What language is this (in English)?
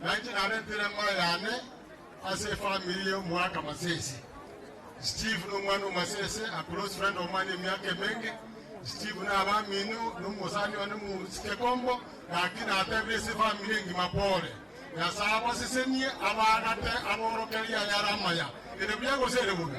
Gusii